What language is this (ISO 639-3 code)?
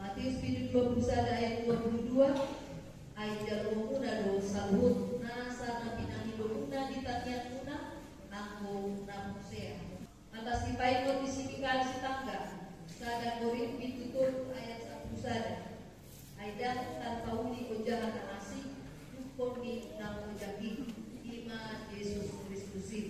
bbc